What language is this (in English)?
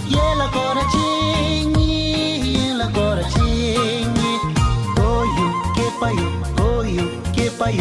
Tibetan